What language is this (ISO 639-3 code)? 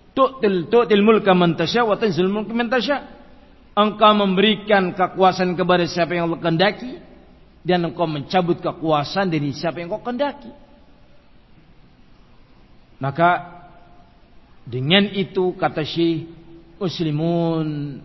ind